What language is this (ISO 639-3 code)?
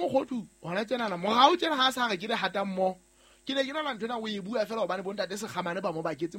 sot